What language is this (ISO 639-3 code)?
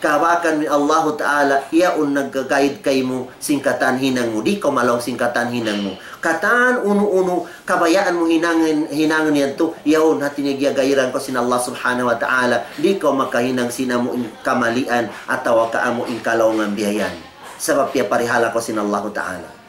tsg